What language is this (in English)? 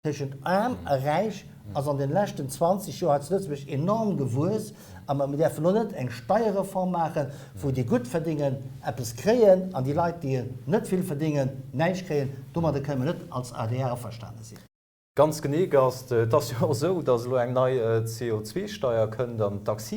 Luxembourgish